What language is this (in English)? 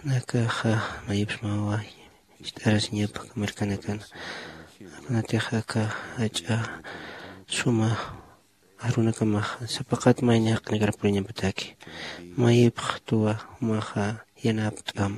Aymara